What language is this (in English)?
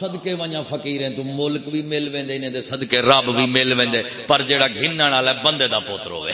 Saraiki